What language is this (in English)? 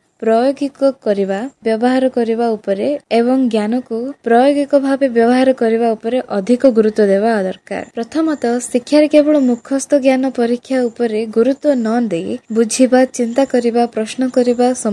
Odia